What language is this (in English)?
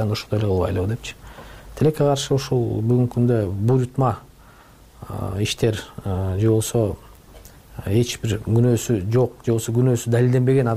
Kyrgyz